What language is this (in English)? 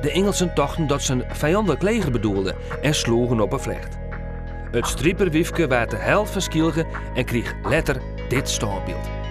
Western Frisian